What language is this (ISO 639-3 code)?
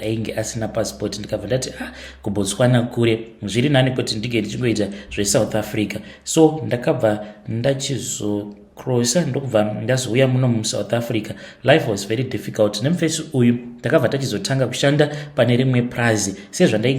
sna